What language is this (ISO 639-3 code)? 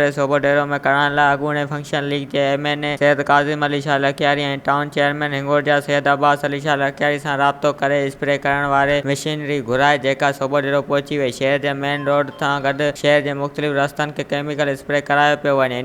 snd